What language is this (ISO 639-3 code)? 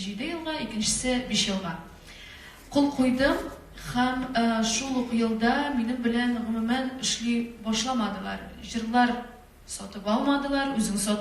tat